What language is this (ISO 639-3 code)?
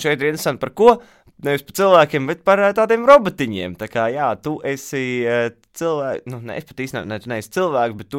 lav